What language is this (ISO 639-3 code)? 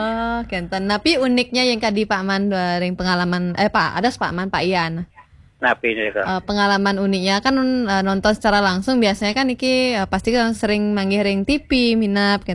ban